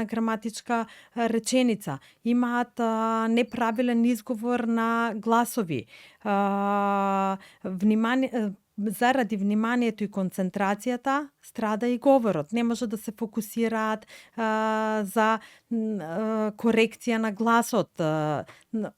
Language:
Macedonian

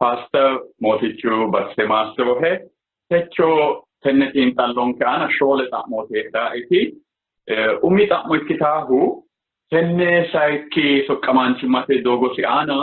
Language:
Sidamo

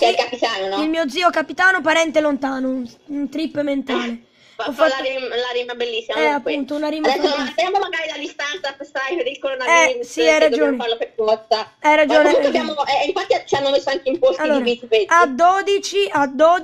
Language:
Italian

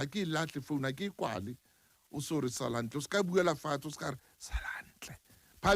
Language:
Southern Sotho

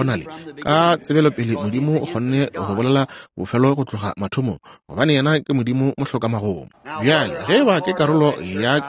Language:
Northern Sotho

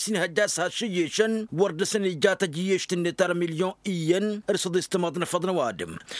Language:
Tamasheq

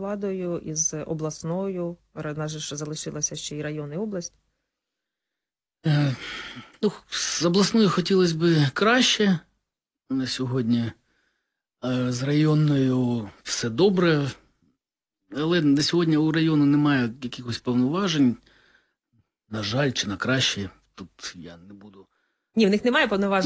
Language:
Ukrainian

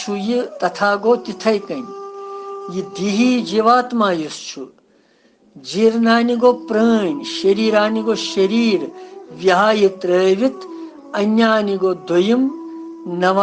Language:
Kashmiri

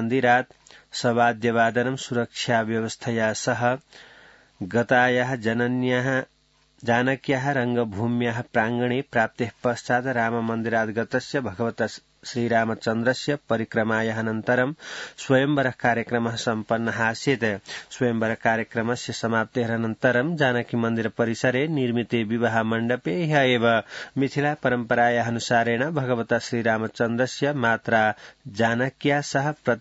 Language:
Sanskrit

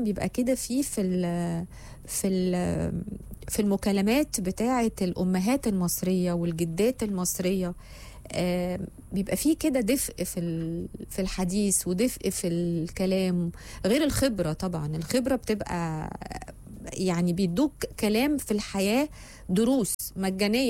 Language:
Egyptian Arabic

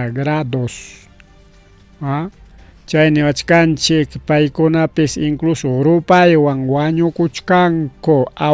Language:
Ayacucho Quechua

